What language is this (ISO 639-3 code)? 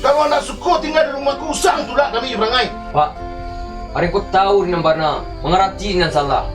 min